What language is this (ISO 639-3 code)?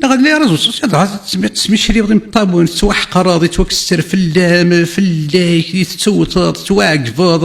kab